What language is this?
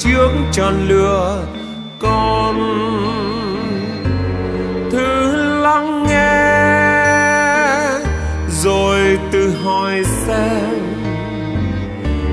Vietnamese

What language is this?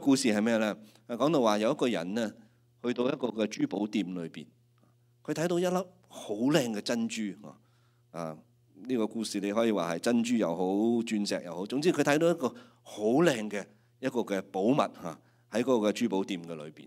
Cantonese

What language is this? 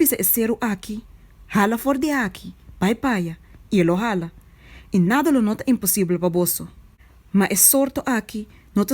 Papiamento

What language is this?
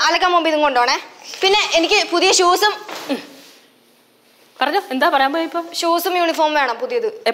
Malayalam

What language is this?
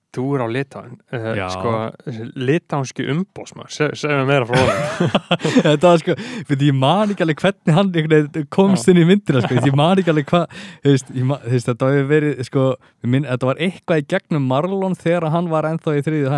Icelandic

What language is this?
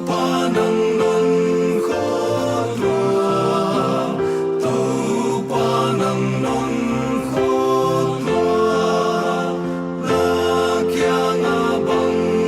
Paite Chin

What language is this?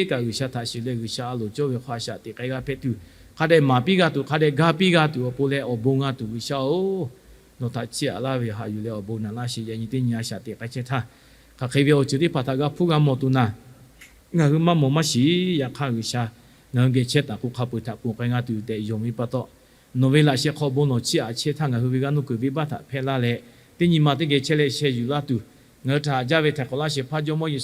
Lahu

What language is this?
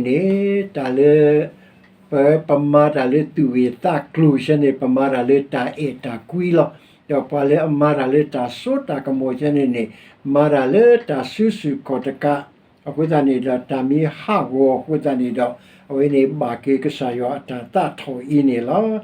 S'gaw Karen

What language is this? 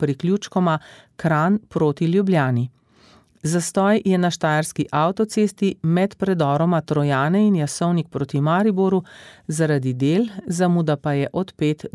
Slovenian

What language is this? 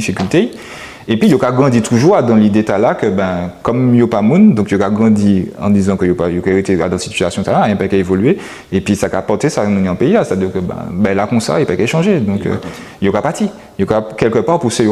Guadeloupean Creole French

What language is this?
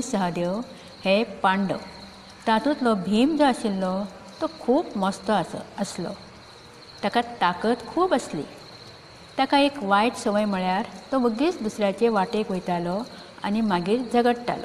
Konkani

